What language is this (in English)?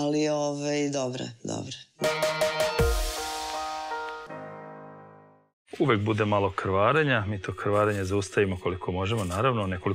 Serbian